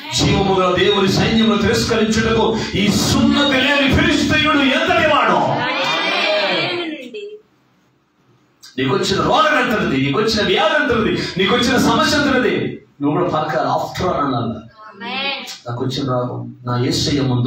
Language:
Telugu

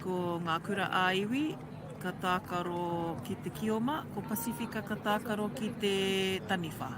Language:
Māori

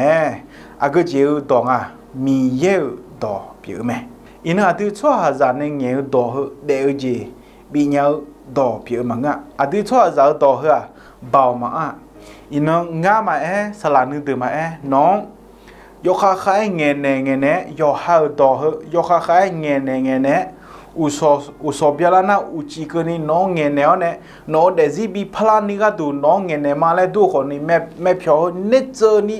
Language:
Akha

